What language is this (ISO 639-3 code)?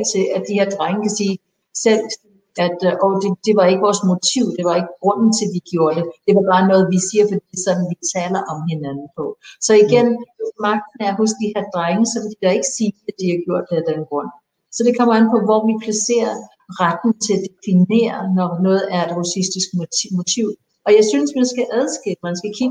dan